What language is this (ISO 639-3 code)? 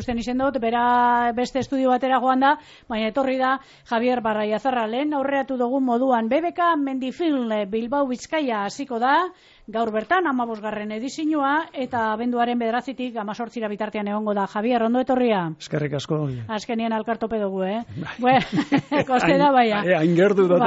eus